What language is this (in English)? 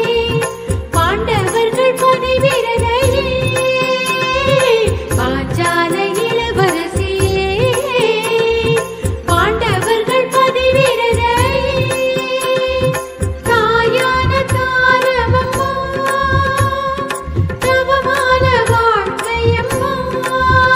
Tamil